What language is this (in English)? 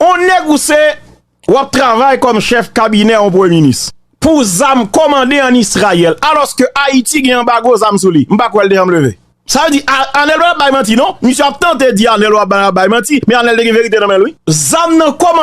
Haitian Creole